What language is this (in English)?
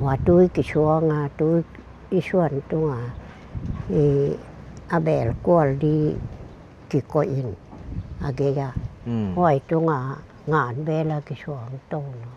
Paite Chin